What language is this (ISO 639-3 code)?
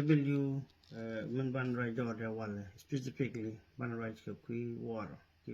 nus